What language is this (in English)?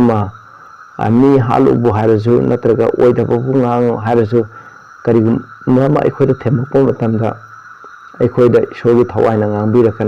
Manipuri